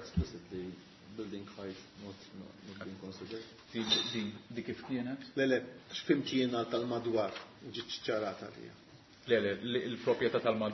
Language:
Maltese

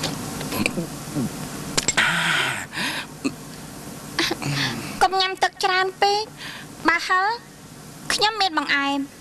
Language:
Khmer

